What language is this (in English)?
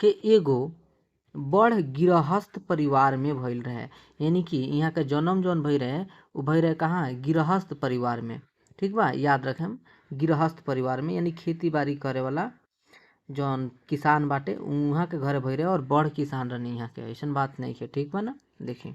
Bhojpuri